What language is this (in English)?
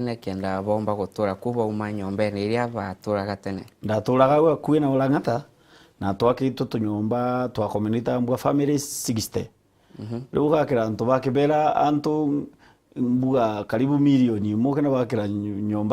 Meru